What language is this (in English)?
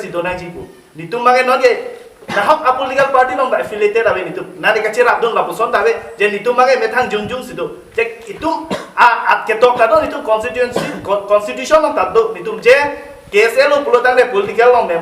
Karbi